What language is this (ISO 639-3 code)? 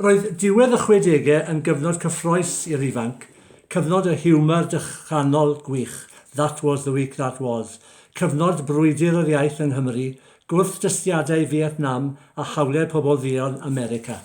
cym